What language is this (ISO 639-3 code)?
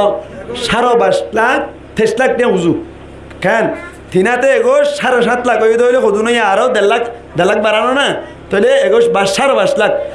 rhg